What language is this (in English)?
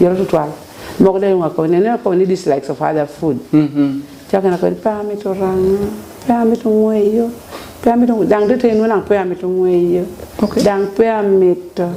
Lango (Uganda)